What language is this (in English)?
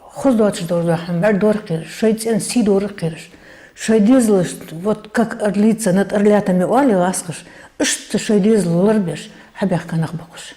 Ingush